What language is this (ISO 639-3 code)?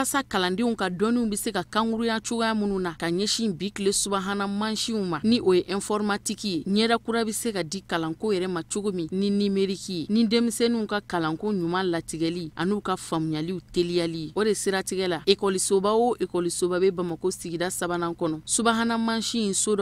bam